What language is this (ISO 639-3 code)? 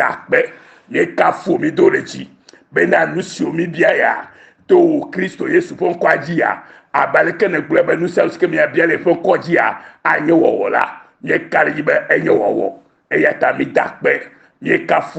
ewe